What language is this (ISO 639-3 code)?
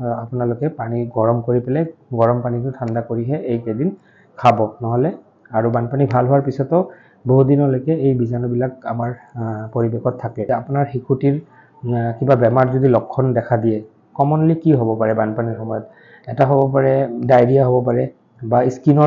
asm